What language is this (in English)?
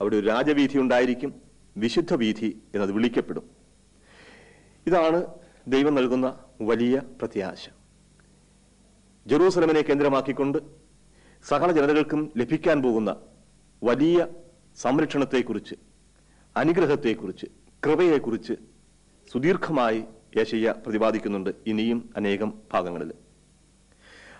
Malayalam